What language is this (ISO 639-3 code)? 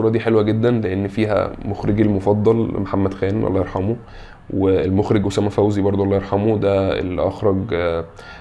arz